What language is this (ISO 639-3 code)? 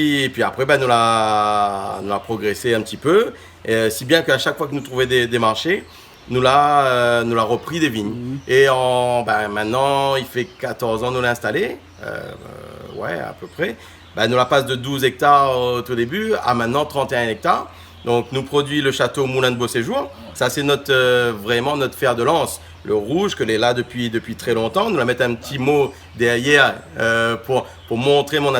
rcf